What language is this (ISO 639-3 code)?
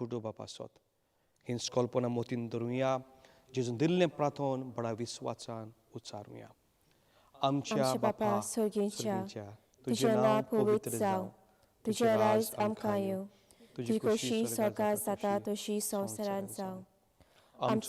kok